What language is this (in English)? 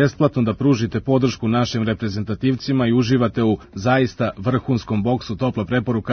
Serbian